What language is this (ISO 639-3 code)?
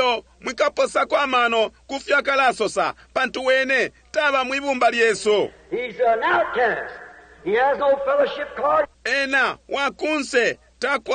bem